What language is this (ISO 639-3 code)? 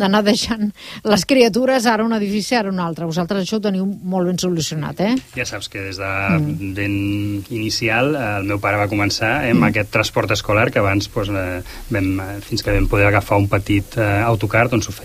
cat